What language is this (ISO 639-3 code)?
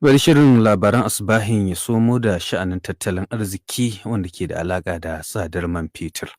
hau